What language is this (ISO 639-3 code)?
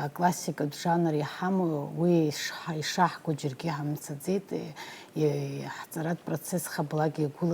abk